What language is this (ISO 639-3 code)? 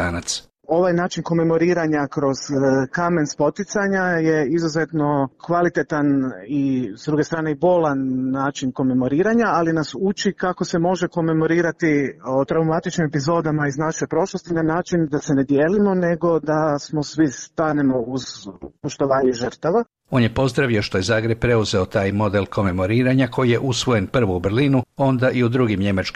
hrv